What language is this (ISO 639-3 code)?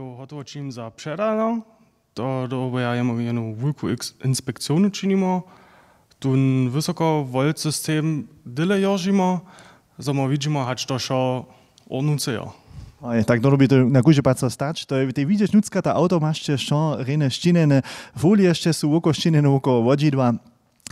hsb